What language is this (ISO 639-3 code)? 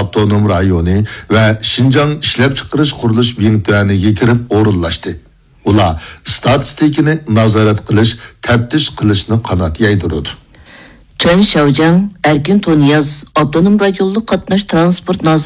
uig